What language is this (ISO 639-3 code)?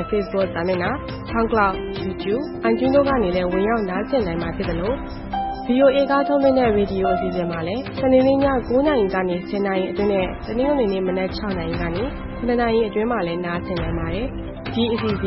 mya